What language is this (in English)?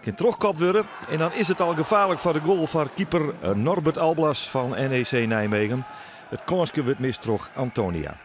Western Frisian